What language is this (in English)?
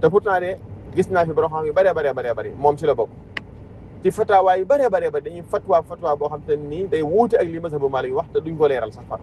Wolof